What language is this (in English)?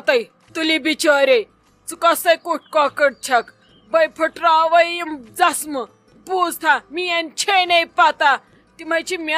Kashmiri